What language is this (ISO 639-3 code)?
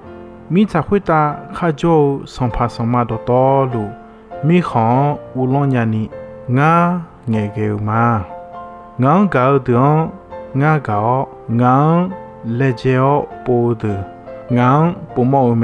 ahk